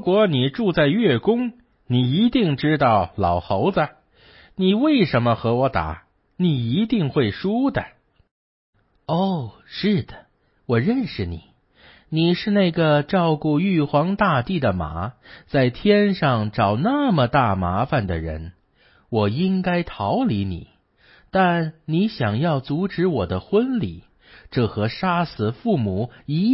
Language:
Chinese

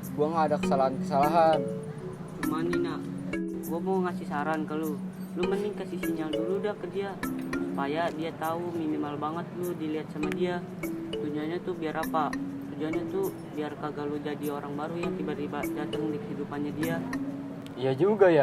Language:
Betawi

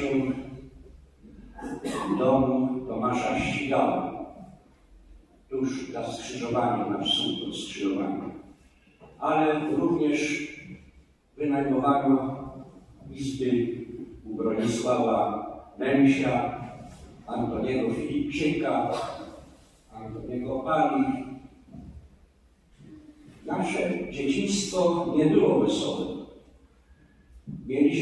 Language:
Polish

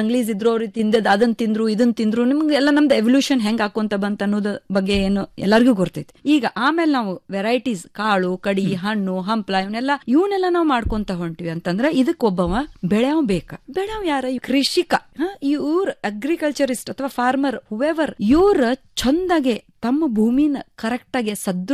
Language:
Kannada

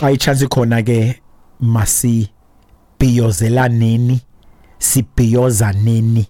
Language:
Xhosa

